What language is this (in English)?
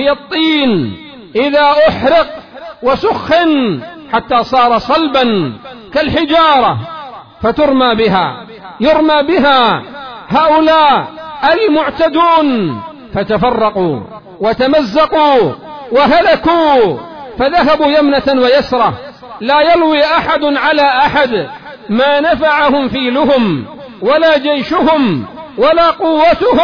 Arabic